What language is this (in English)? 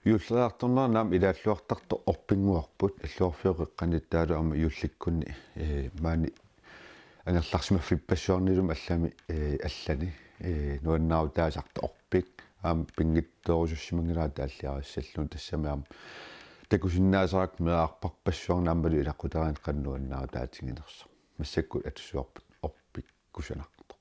Kalaallisut